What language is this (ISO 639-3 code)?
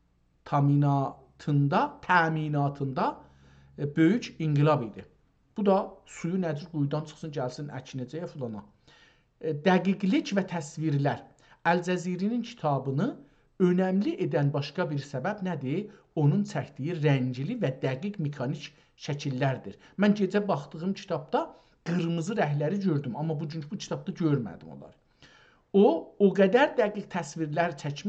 azb